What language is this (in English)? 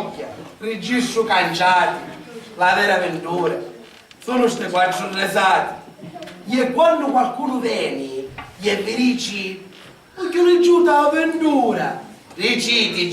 Sicilian